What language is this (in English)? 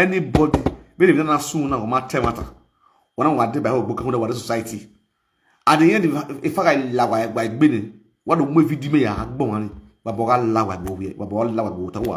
Nigerian Pidgin